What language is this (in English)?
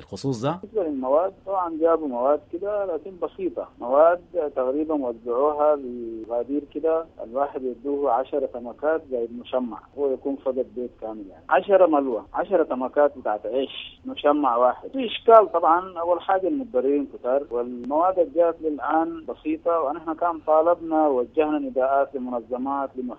Sudanese Arabic